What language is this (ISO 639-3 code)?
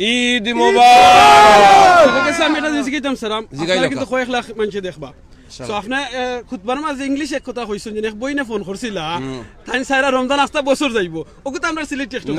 syl